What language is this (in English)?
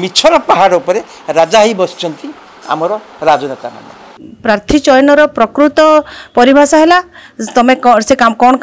Odia